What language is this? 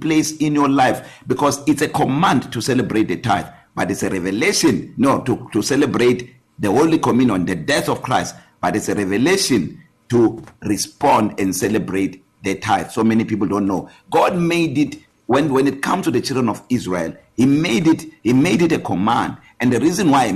English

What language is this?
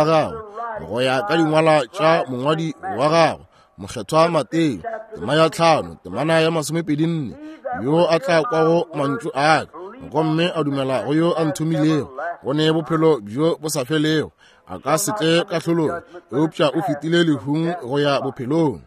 Northern Sotho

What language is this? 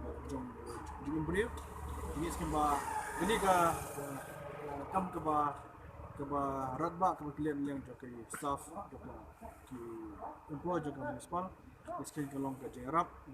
Khasi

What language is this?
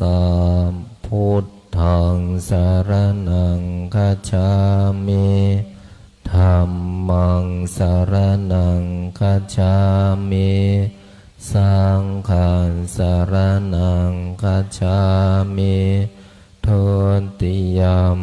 Pali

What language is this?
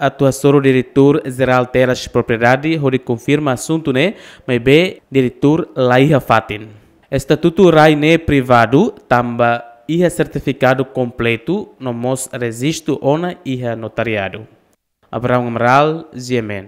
Tetum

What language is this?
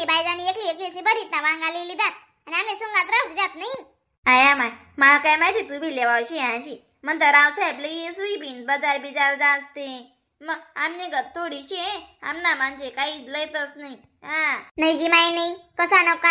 Khandesi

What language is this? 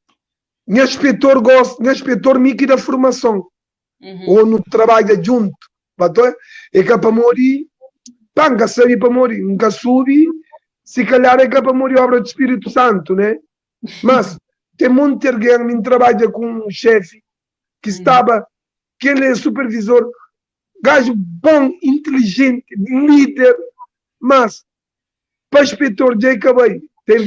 Kabuverdianu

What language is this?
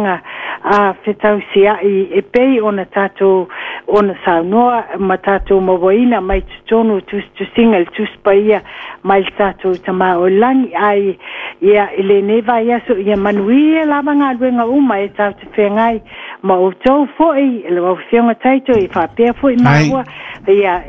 Samoan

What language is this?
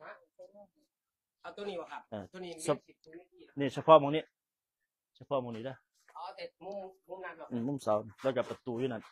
Northeastern Thai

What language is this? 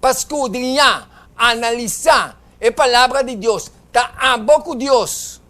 Papiamento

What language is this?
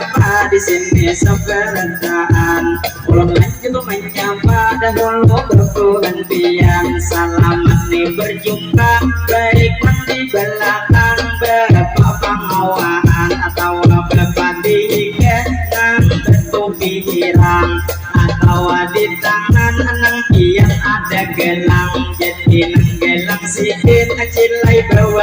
Banjar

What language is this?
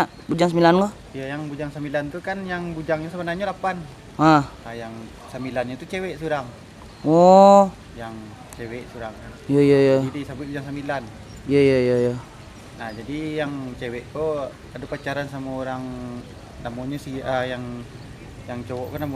Minangkabau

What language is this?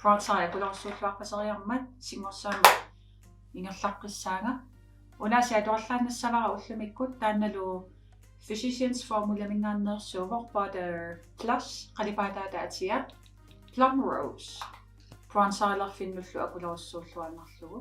Kalaallisut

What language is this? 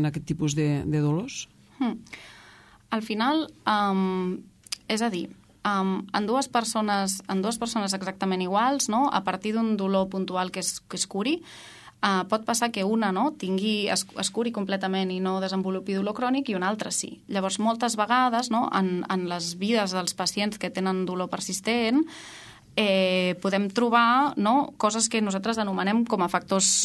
Catalan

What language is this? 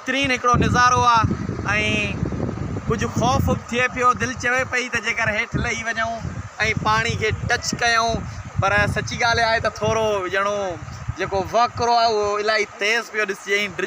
Sindhi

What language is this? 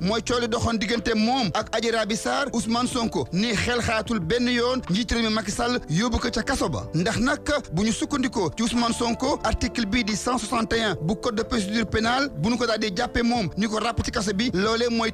Wolof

